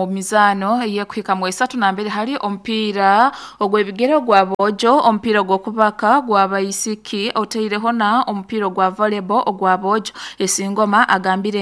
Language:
Nyoro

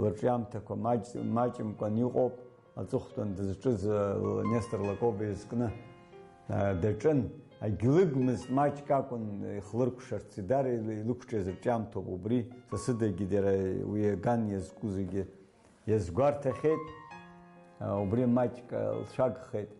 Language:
Abkhazian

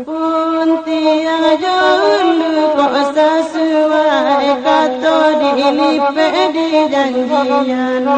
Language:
Minangkabau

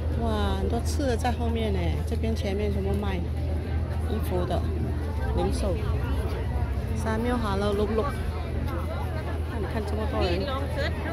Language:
Chinese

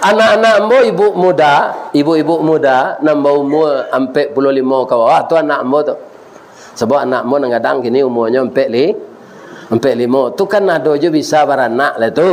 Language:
Minangkabau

